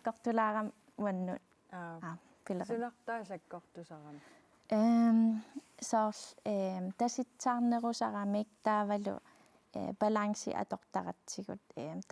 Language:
Kalaallisut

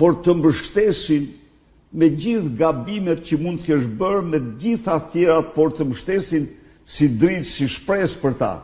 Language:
Albanian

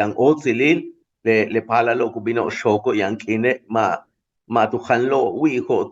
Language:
Yucateco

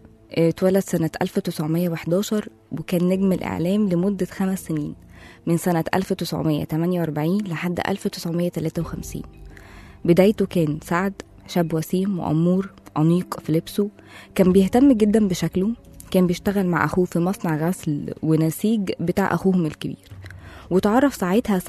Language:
Egyptian Arabic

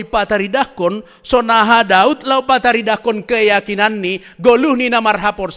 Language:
Batak Simalungun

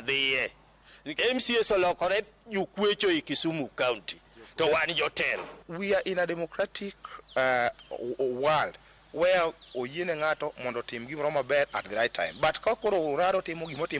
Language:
Luo (Kenya and Tanzania)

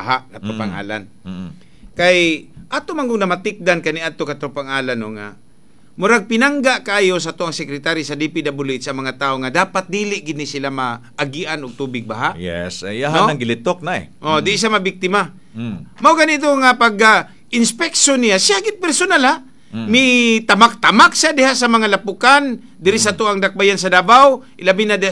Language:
Cebuano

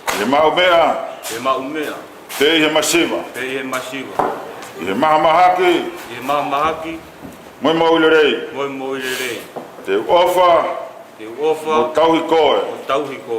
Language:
Tongan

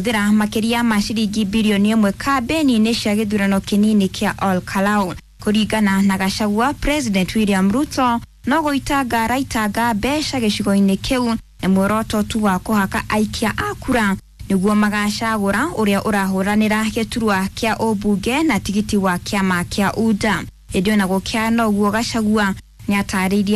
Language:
Kikuyu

